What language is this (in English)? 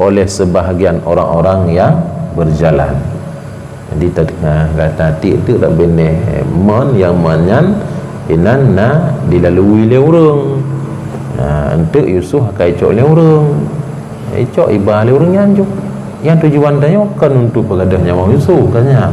Achinese